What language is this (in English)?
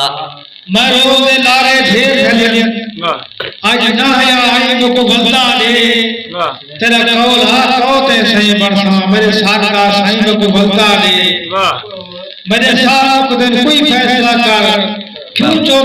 Saraiki